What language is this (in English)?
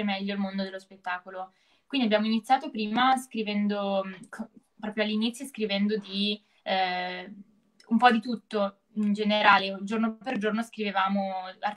Italian